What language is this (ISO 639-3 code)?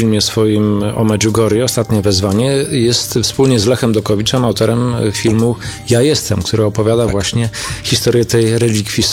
pol